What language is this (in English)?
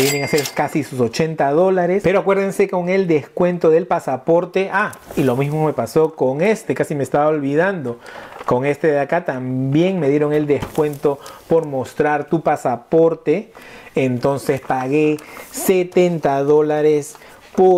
Spanish